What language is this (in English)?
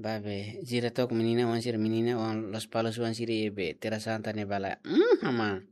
Tetum